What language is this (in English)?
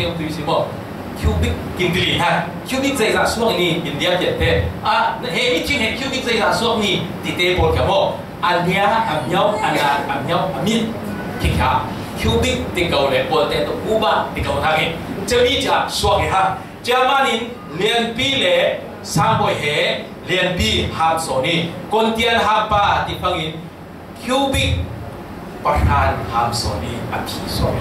Falam Chin